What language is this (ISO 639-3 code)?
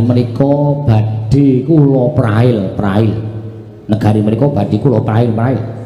jav